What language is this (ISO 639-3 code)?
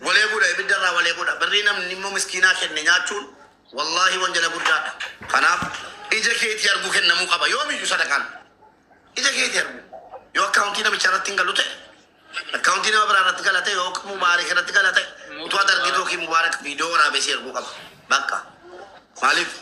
orm